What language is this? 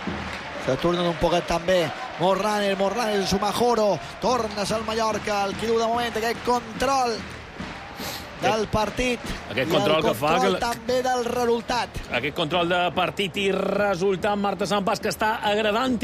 Catalan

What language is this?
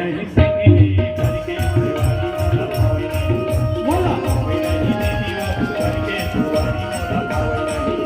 Chhattisgarhi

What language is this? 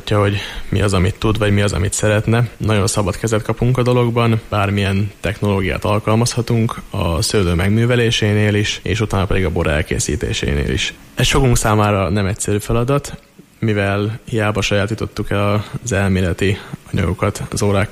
Hungarian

